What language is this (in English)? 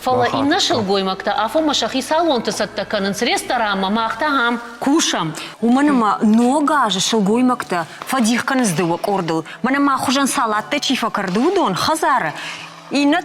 Ossetic